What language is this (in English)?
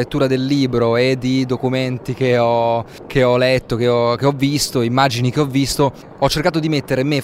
Italian